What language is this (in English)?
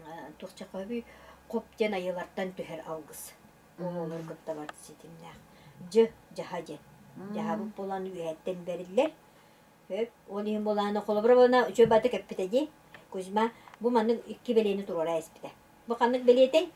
Yakut